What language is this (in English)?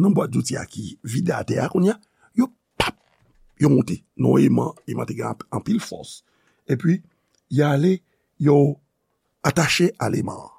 Haitian Creole